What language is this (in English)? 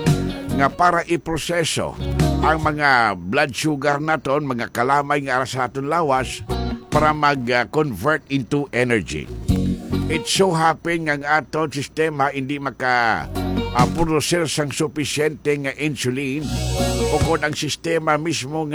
Hiligaynon